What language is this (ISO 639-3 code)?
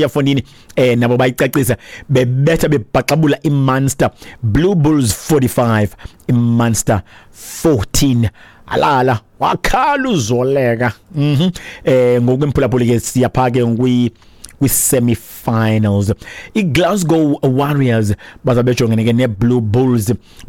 xho